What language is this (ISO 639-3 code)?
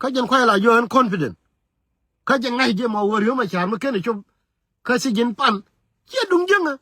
nus